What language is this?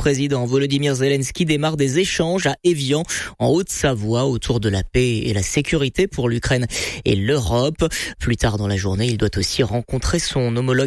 French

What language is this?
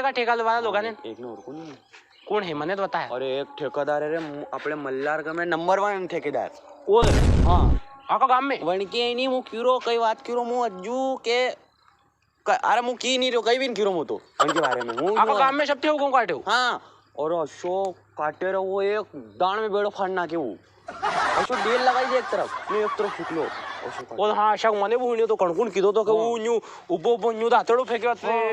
Rajasthani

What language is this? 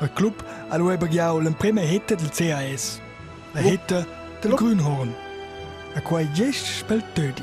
Romansh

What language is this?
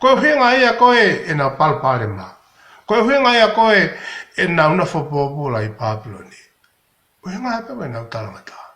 Tongan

